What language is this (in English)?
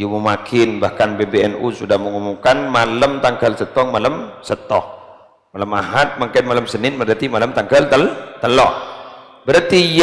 Madurese